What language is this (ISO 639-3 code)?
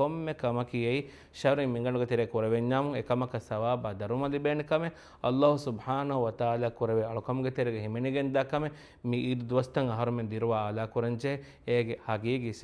div